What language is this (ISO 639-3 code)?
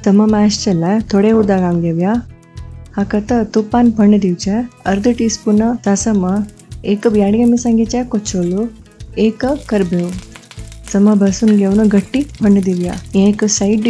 kok